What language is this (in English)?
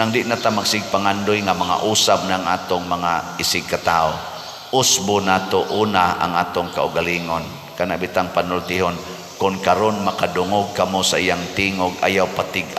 Cebuano